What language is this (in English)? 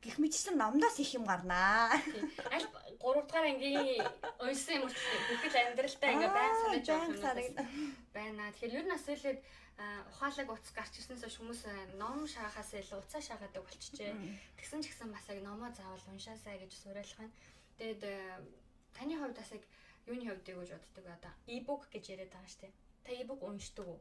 Mongolian